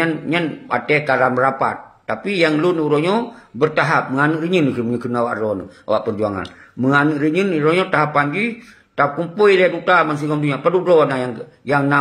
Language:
Achinese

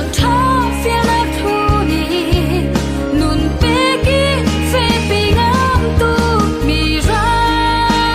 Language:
Falam Chin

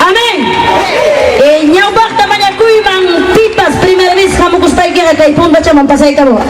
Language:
Ayacucho Quechua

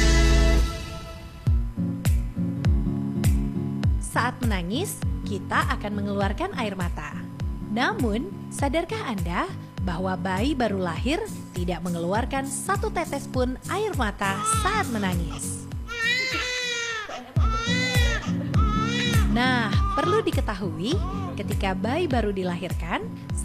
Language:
Indonesian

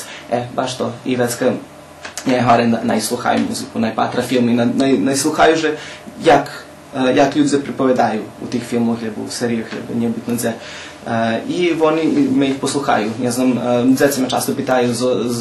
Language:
Rusyn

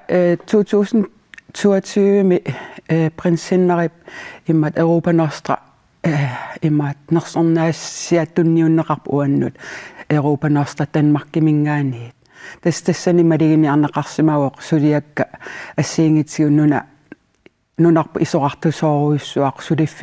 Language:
Kalaallisut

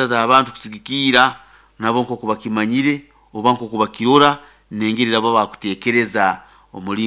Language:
Nyankole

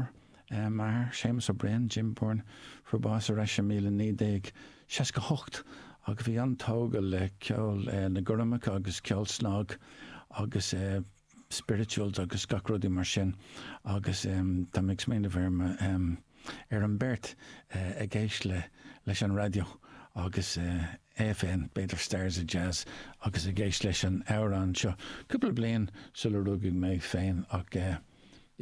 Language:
Irish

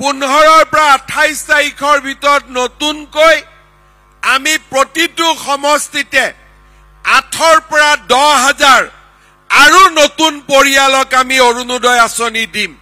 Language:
Assamese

